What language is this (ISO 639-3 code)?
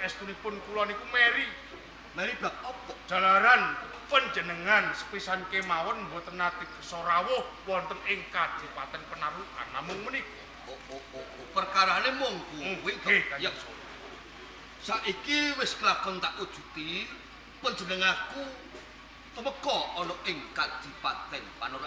jav